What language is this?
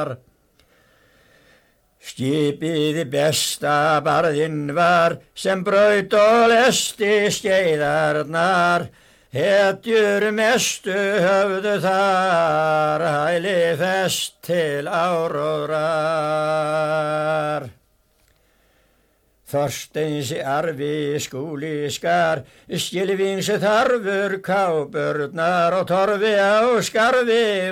Icelandic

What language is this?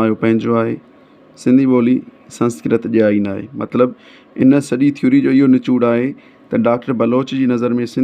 Sindhi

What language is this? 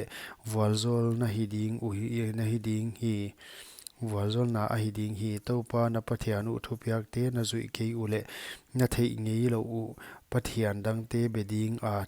Paite Chin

